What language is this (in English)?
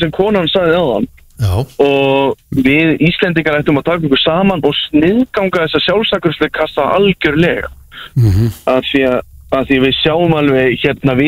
Icelandic